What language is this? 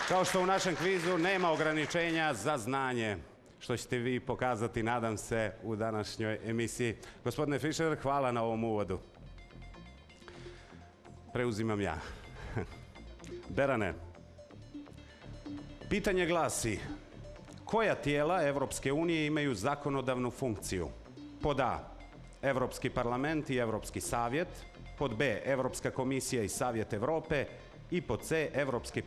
Serbian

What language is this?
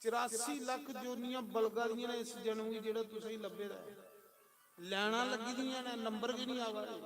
Dogri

